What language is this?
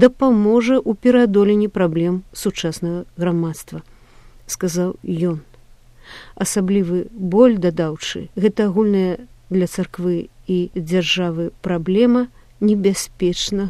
Belarusian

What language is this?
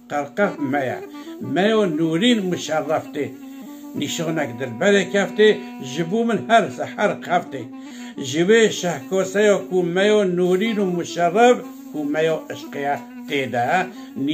Kurdish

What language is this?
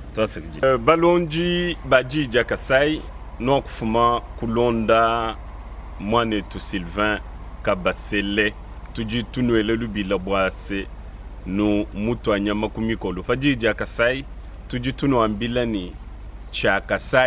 Luba-Lulua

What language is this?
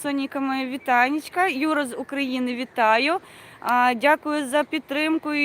Belarusian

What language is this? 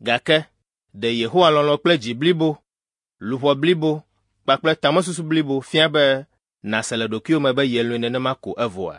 Ewe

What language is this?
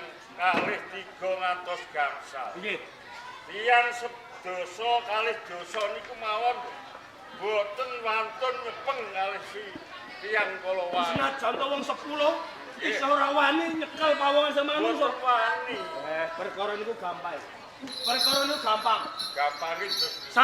Javanese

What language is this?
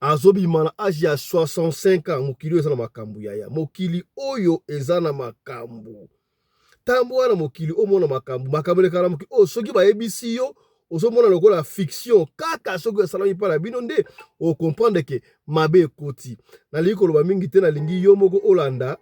Lingala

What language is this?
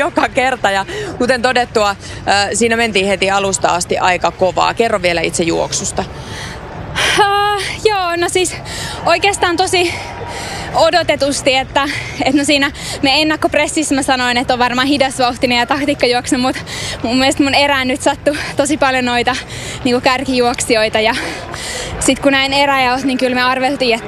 Finnish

